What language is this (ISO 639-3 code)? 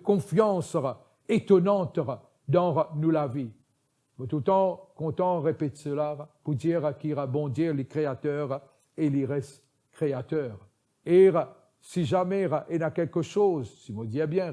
mfe